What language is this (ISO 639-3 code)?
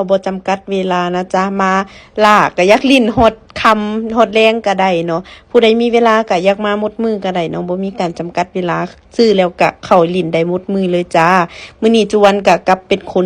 lao